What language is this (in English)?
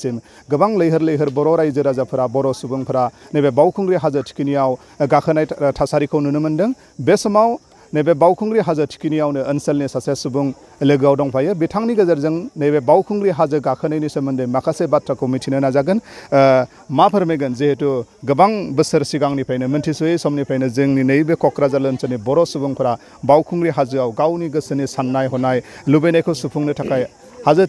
Bodo